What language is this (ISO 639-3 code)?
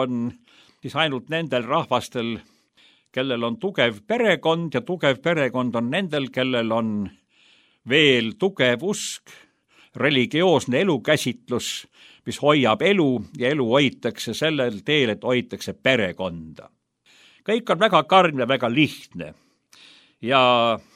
est